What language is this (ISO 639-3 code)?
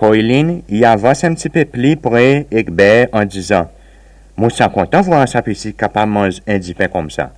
crs